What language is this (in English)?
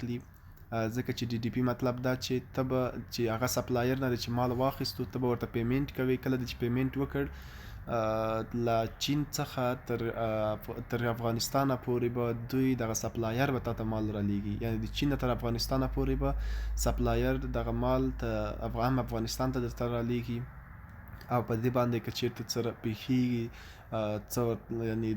Pashto